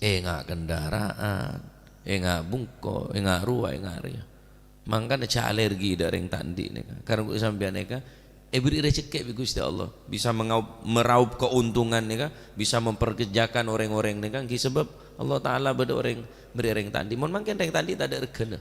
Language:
Madurese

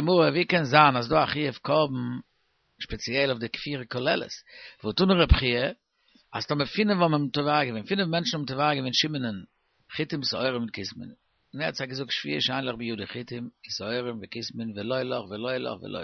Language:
Yiddish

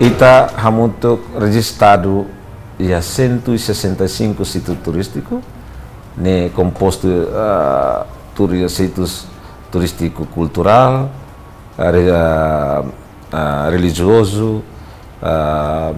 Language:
Tetum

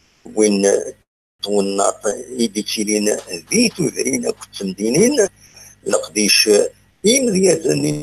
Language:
Kabyle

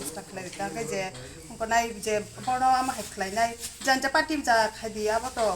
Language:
Kok Borok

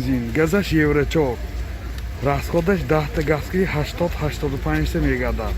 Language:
Tajik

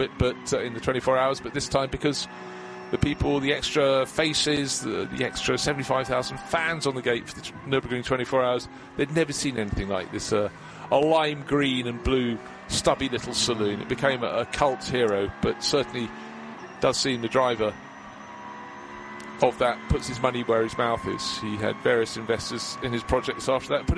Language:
English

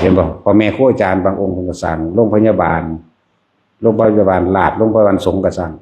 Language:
Lao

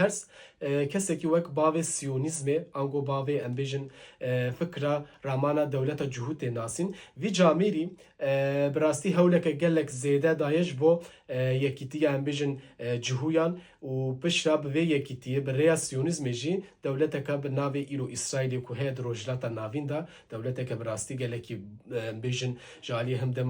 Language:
Kurdish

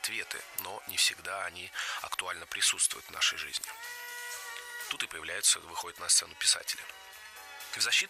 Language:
Russian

